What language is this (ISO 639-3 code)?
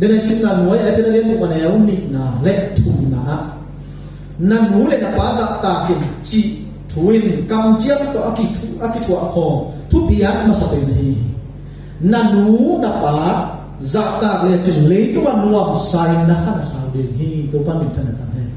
ctd